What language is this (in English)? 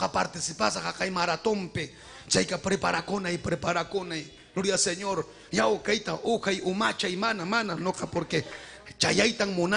Ayacucho Quechua